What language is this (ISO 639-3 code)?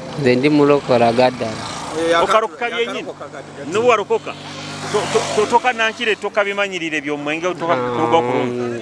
nyo